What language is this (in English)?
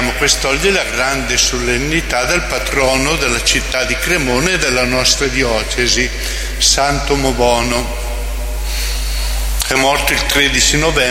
Italian